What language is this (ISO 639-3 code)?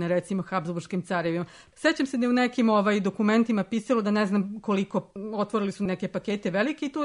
srp